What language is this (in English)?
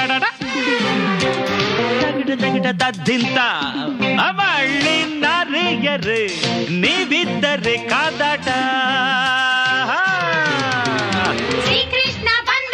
Kannada